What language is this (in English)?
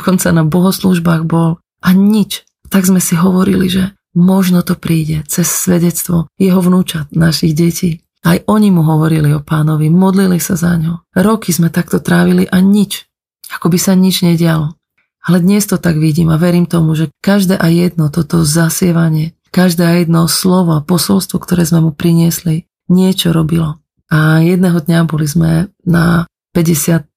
Slovak